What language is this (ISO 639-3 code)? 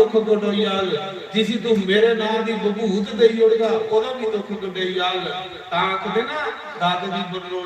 doi